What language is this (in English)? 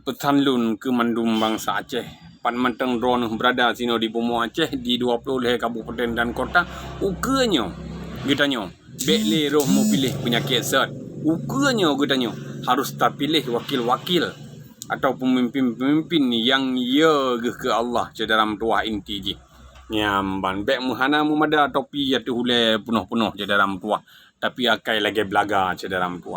Achinese